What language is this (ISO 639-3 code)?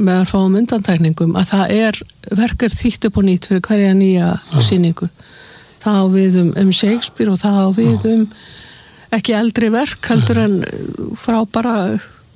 isl